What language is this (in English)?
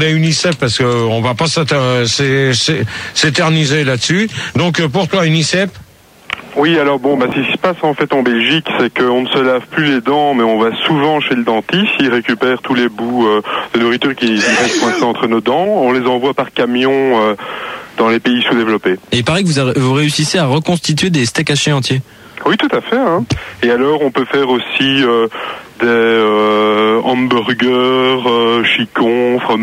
French